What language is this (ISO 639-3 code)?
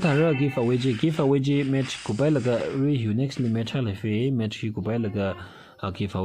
nmf